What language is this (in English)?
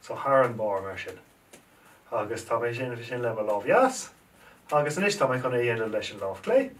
Irish